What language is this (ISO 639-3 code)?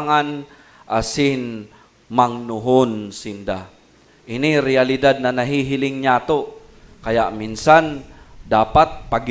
bik